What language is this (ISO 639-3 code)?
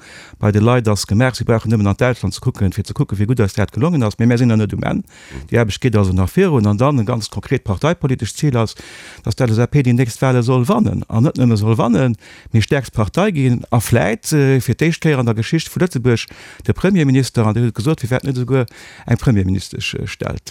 ltz